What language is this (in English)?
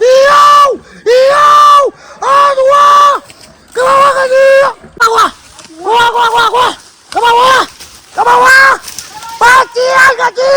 Minangkabau